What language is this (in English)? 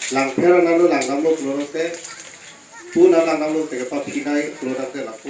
Karbi